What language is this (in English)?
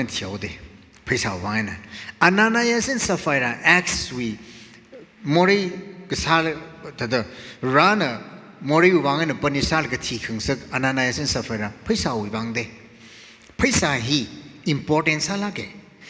Tangkhul Naga (India)